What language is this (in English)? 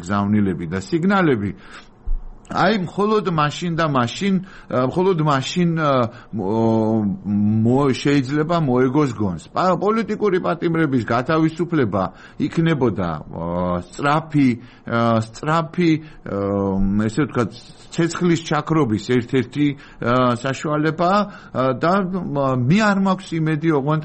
Georgian